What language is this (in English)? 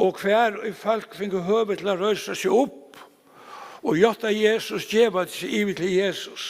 Faroese